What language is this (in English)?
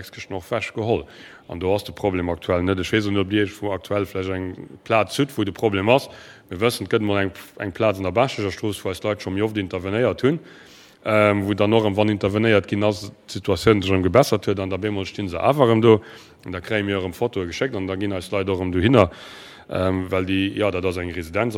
Luxembourgish